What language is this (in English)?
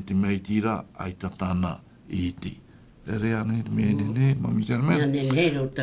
Tahitian